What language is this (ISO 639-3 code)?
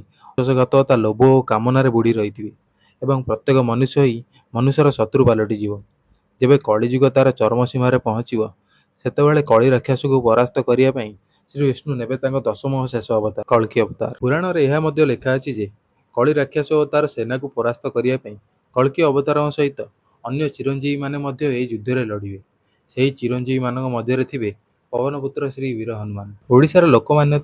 ori